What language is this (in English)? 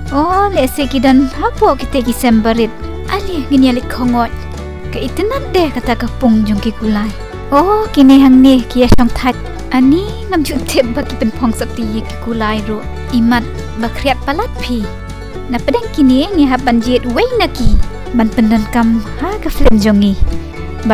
Khasi